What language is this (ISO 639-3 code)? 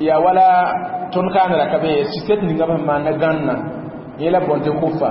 mos